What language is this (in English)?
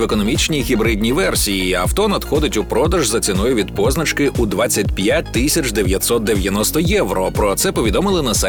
Ukrainian